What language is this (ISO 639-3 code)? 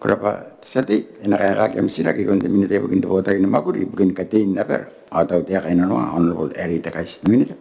gil